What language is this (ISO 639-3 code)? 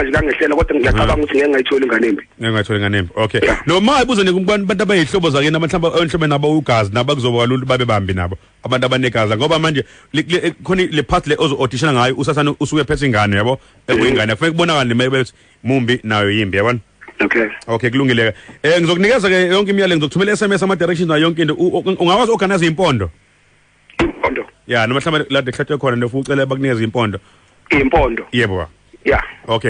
zul